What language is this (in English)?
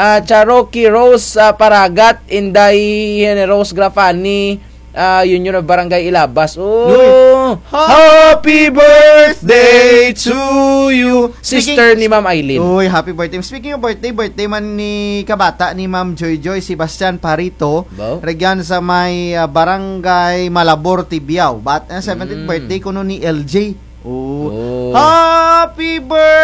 Kinaray-a